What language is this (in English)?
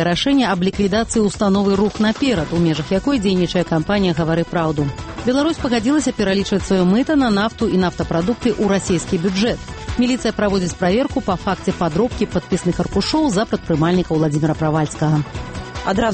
Belarusian